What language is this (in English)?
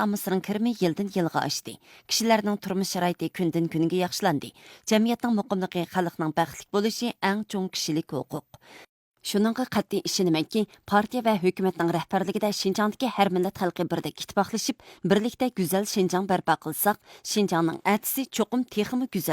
Uyghur